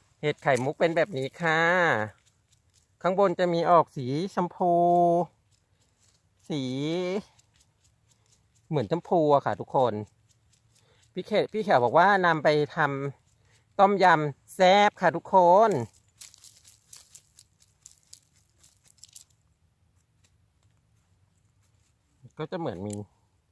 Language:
Thai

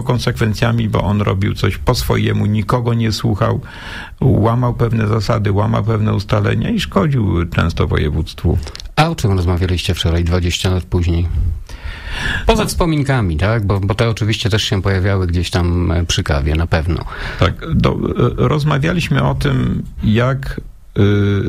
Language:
Polish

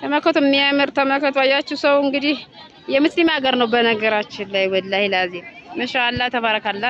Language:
Amharic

